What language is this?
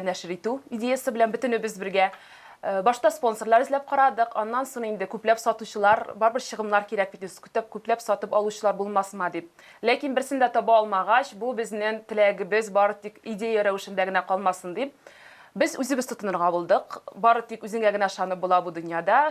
Tatar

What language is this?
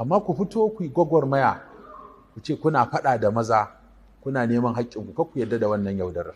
Hausa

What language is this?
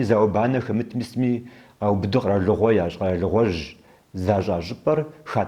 Kabardian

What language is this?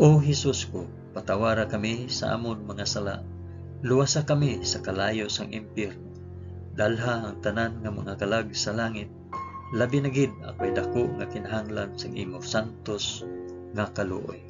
Hiligaynon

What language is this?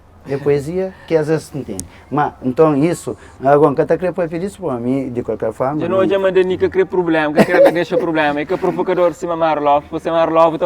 Kabuverdianu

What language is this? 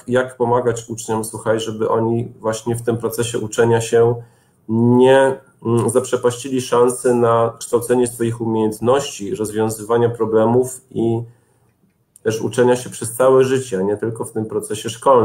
Polish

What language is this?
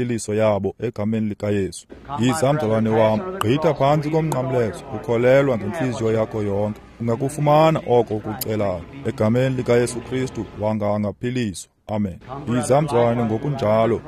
Xhosa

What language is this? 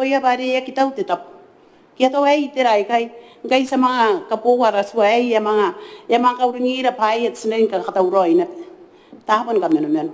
Gilbertese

